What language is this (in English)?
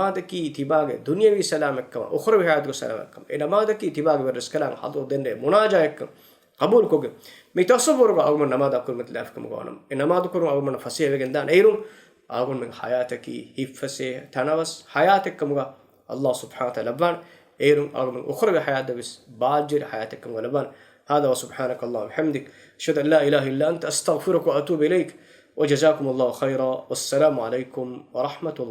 Divehi